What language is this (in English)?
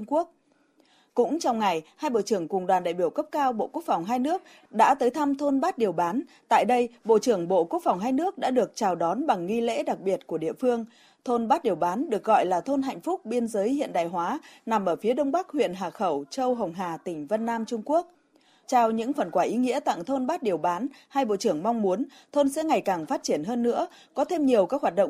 Vietnamese